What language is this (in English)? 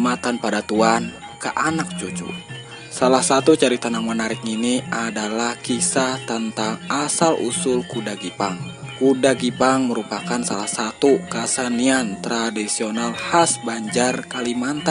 Banjar